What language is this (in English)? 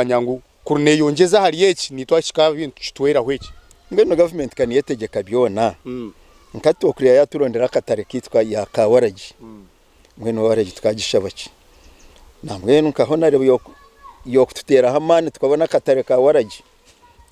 Nyankole